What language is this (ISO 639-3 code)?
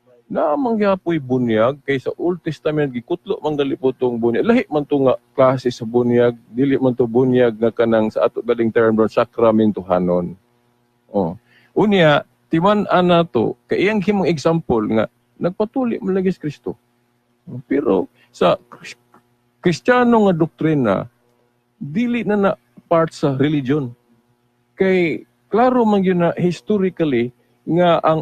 ceb